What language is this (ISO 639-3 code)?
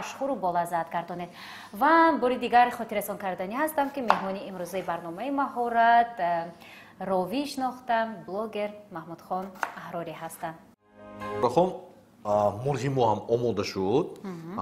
tgk